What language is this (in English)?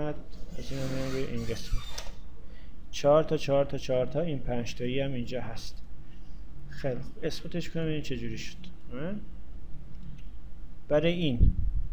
Persian